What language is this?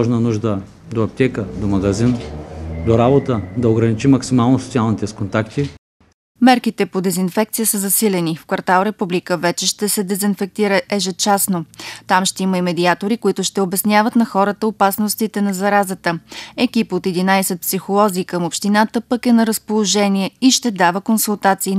Bulgarian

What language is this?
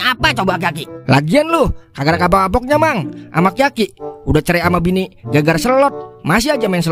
Betawi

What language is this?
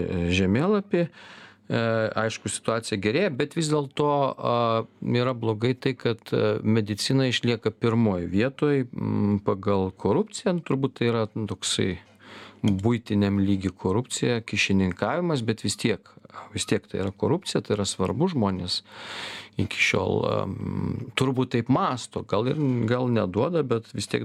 Lithuanian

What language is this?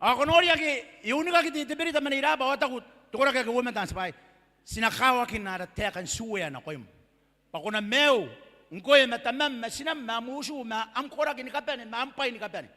Gilbertese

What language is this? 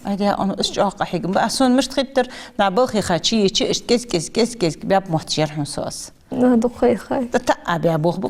Ingush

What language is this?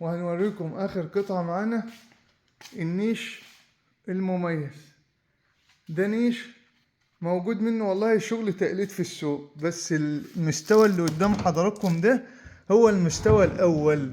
Egyptian Arabic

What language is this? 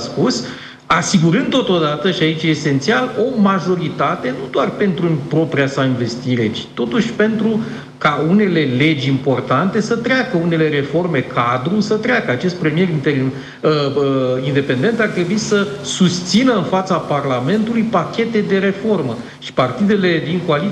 Romanian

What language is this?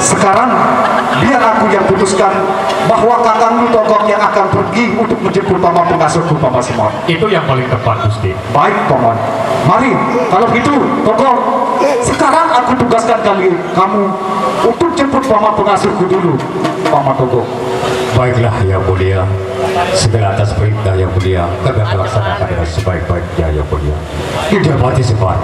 Sasak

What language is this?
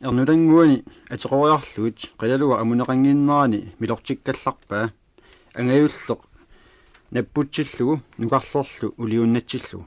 Kalaallisut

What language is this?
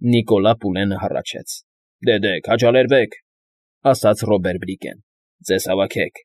Armenian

